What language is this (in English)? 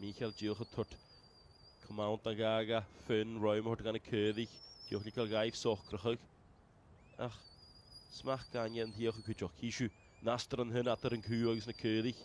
Welsh